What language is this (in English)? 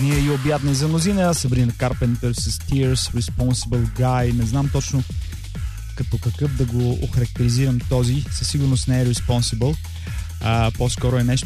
Bulgarian